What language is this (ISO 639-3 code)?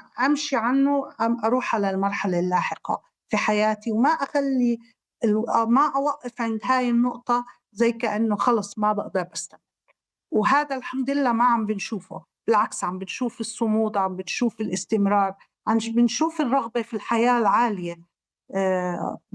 apc